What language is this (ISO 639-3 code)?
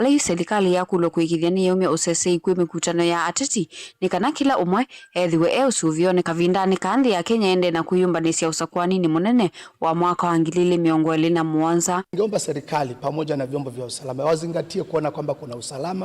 kam